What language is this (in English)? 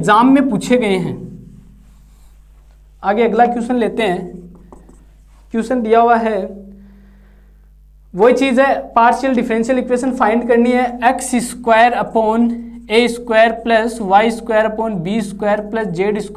Hindi